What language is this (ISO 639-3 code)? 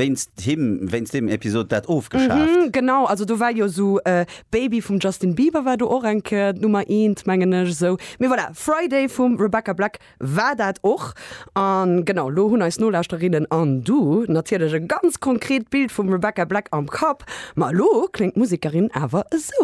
ltz